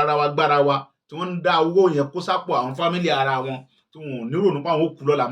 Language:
Yoruba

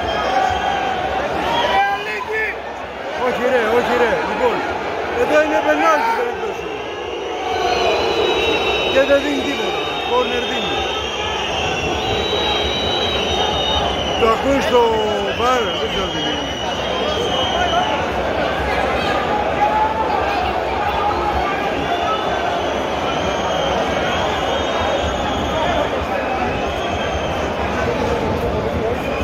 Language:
Greek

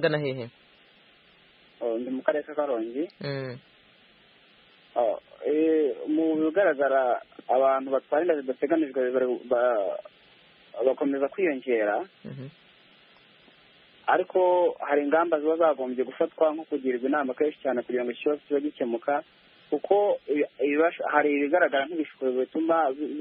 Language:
Kinyarwanda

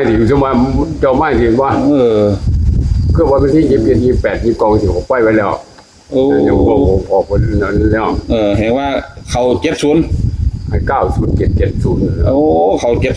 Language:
Northeastern Thai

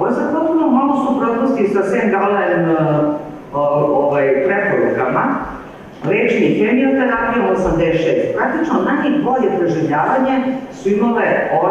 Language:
Serbian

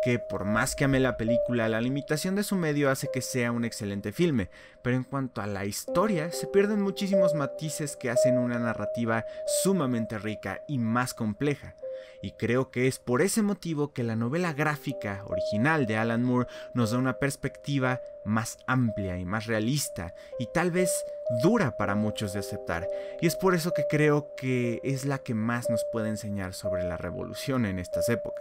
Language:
Spanish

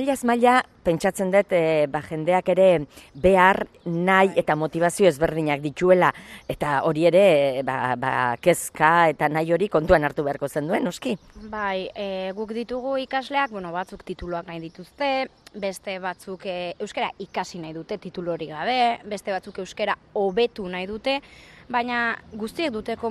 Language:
Basque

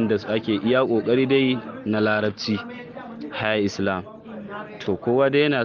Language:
Hausa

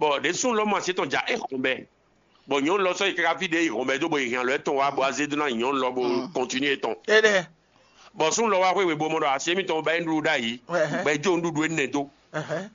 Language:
Fon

